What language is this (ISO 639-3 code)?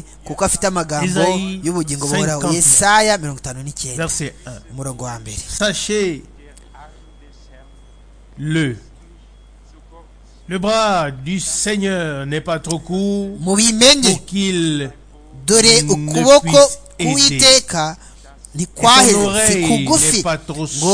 kin